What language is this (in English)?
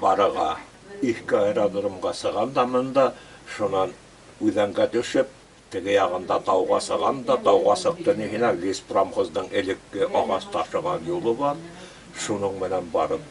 Bashkir